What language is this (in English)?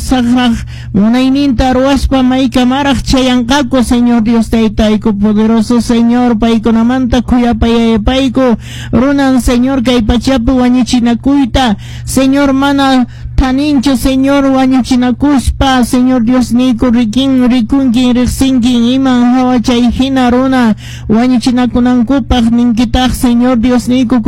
Quechua